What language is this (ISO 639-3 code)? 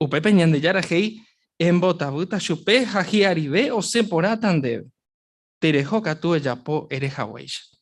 grn